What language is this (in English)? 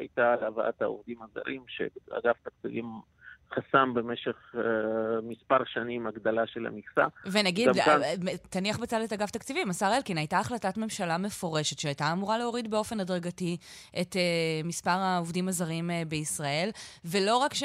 Hebrew